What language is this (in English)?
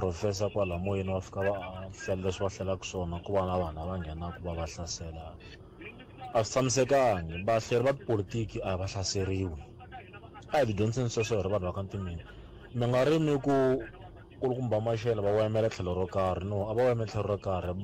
Tsonga